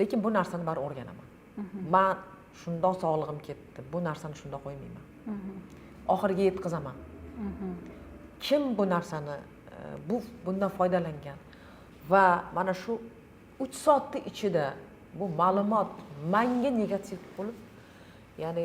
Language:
Uzbek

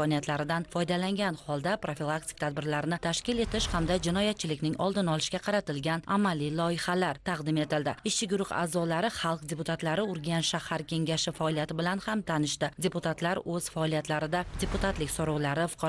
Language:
Uzbek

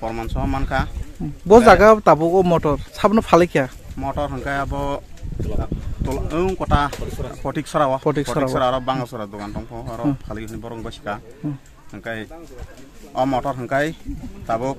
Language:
Kok Borok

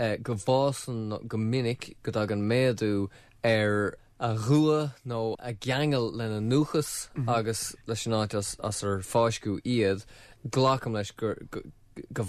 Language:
Irish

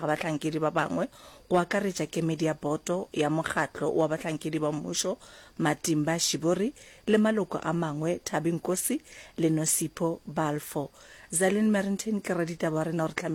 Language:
Northern Sotho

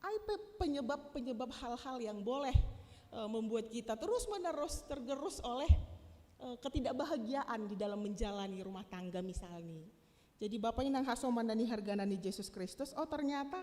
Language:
Batak Simalungun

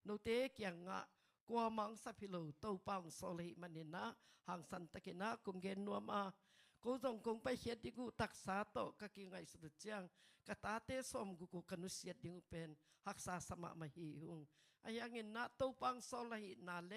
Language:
Tedim Chin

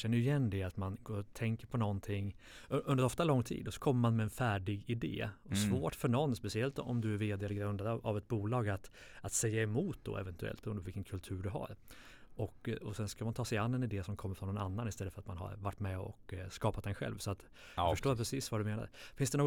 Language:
Swedish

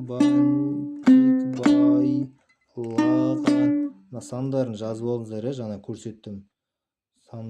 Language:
Kazakh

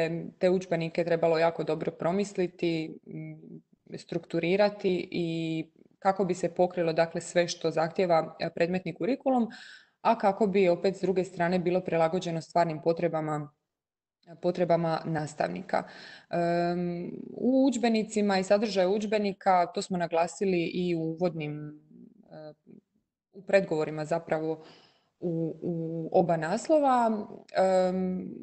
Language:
Croatian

